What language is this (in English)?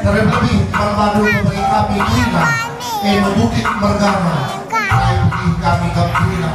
Batak Karo